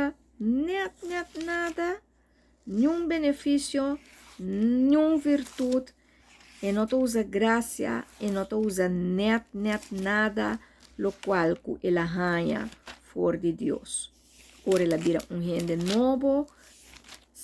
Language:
Papiamento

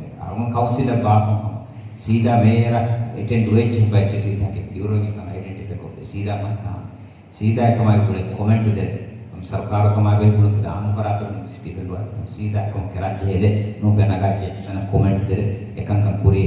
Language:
Divehi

